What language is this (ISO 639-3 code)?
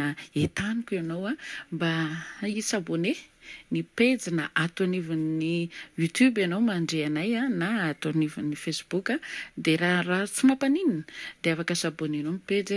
mlg